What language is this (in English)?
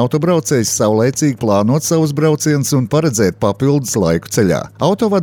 Latvian